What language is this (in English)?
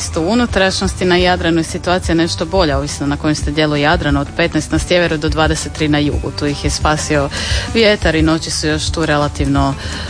Croatian